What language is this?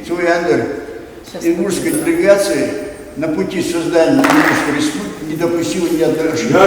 Ingush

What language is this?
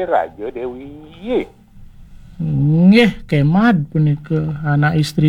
Balinese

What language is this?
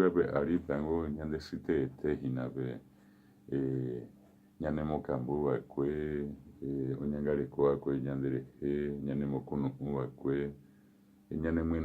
Guarani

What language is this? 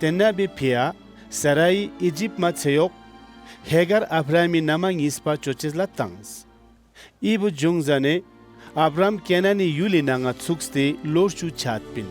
Ladakhi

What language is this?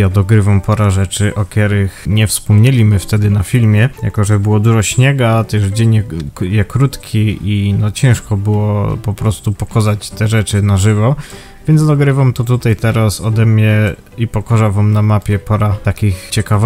Silesian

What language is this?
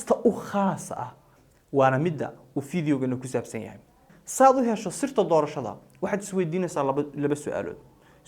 Somali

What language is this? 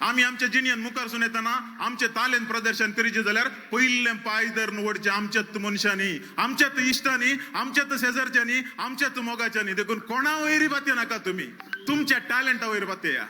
Konkani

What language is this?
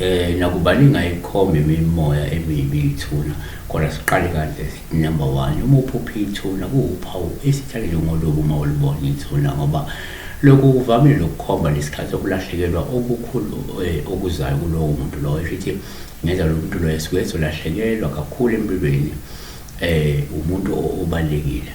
Zulu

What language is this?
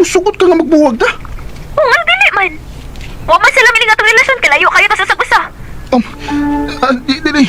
Cebuano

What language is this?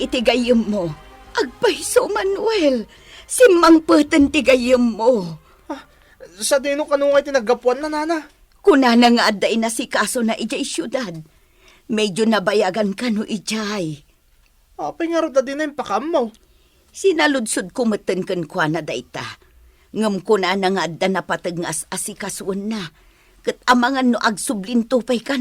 Iloko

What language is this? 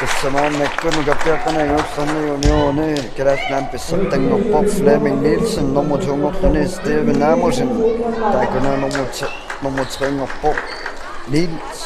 Kalaallisut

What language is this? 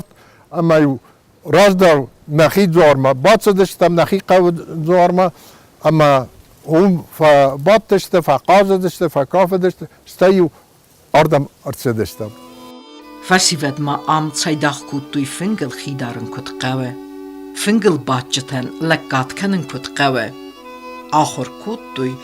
Ossetic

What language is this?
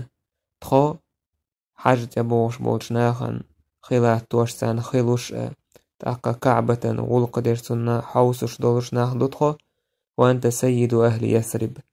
Chechen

